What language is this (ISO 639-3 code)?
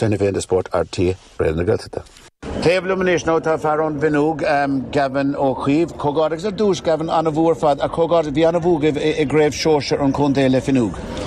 gle